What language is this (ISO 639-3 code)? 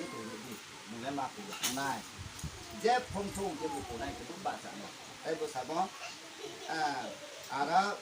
ria